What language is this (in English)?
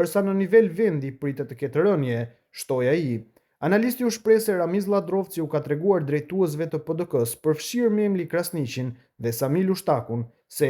Albanian